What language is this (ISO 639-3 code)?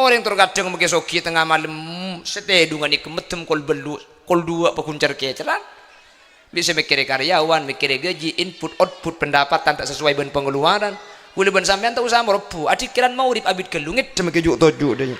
mad